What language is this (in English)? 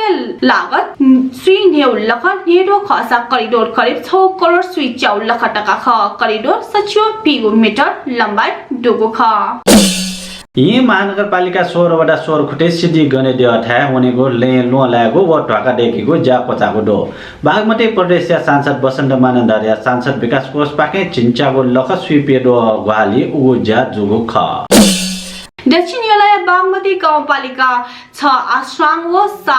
Newari